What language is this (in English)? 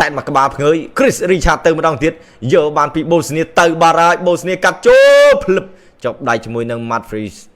Khmer